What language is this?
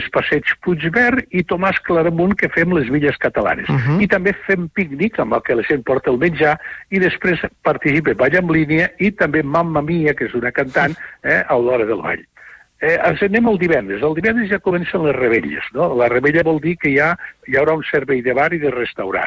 Catalan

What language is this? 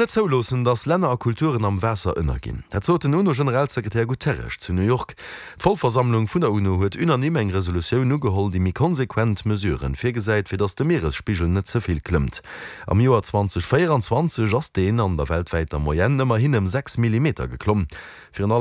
Luxembourgish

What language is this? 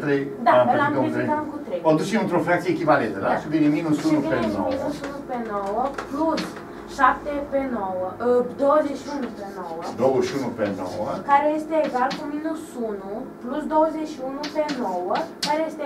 Romanian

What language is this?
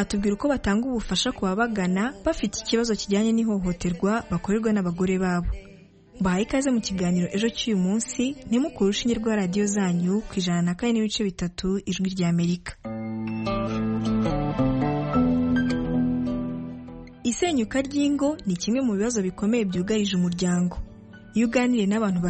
Kinyarwanda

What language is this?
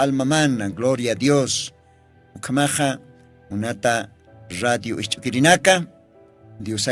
Aymara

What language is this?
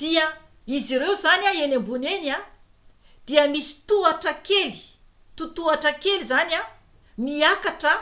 Malagasy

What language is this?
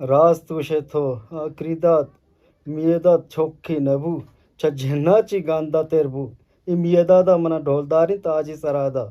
Eastern Balochi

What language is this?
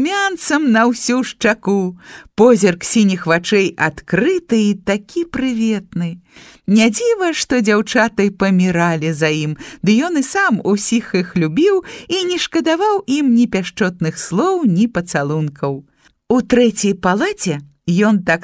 Belarusian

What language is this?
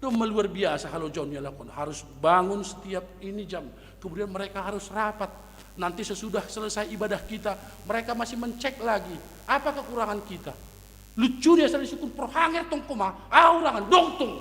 Batak Simalungun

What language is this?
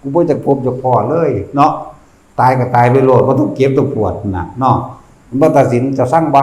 Northeastern Thai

